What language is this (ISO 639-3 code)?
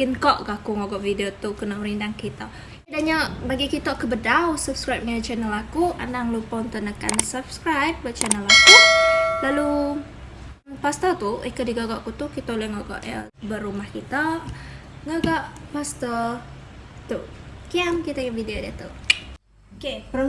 iba